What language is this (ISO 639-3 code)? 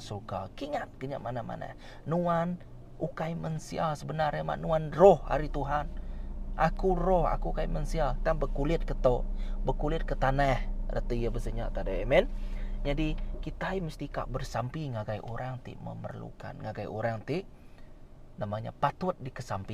iba